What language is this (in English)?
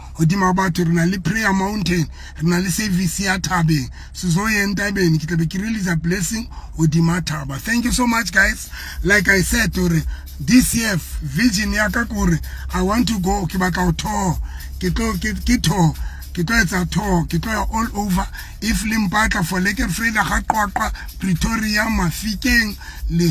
Southern Sotho